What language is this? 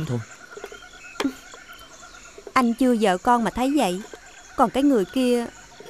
Vietnamese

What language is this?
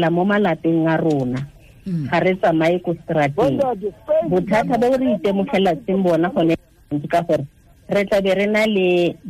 Tswana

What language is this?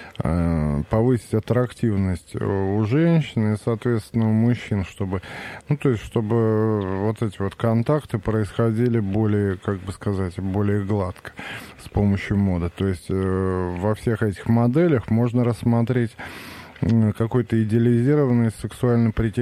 Russian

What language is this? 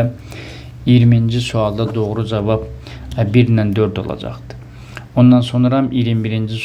Azerbaijani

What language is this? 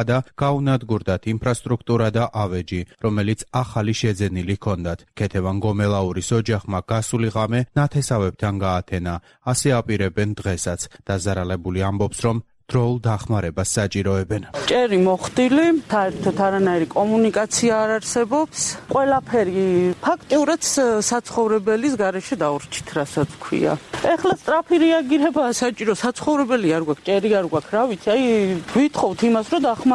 Georgian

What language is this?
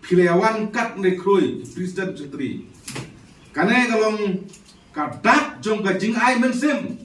Khasi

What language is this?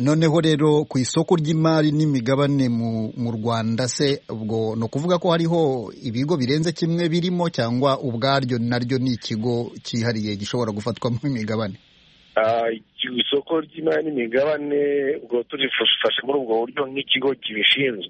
Kinyarwanda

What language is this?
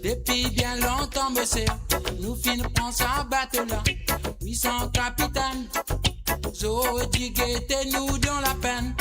Morisyen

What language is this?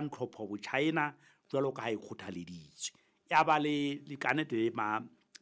Southern Sotho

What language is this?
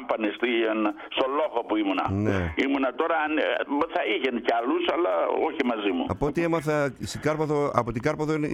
Greek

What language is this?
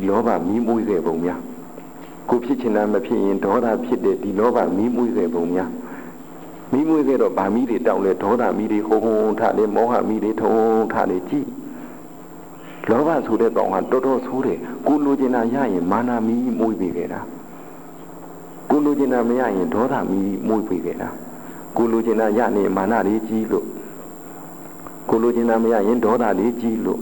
Burmese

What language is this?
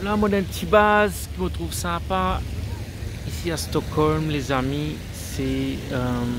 Morisyen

